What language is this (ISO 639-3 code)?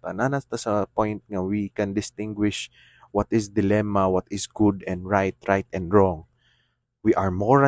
ceb